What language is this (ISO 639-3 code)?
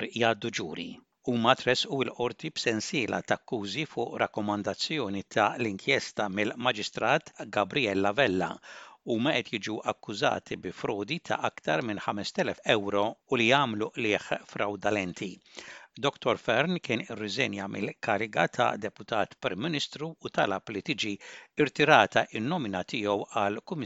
mlt